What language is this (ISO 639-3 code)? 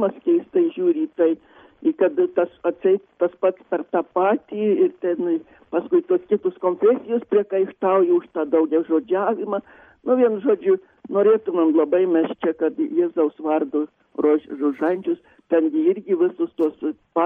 lit